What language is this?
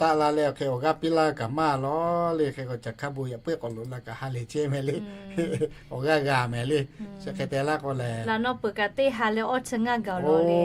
Lahu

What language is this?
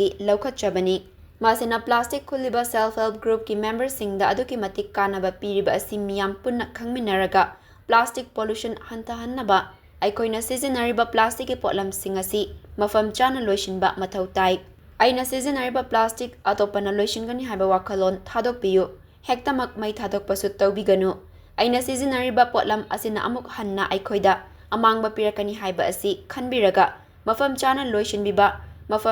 Manipuri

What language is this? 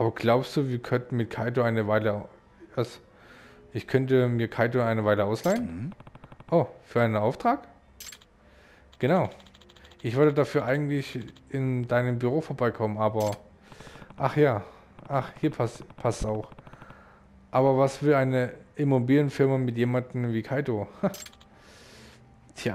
German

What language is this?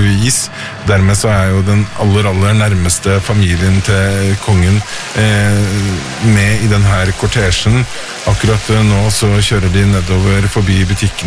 Norwegian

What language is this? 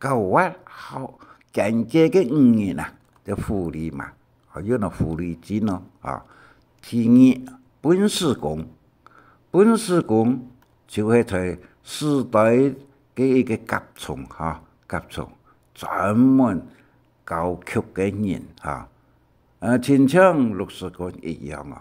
Hakka Chinese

